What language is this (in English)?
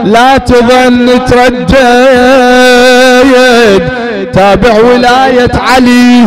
Arabic